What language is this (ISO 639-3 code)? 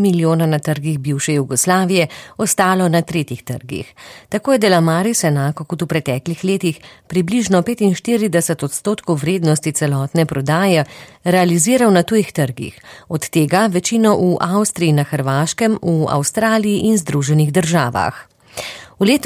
slv